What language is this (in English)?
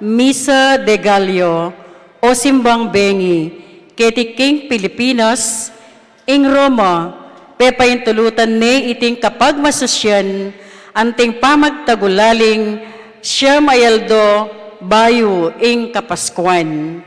Pampanga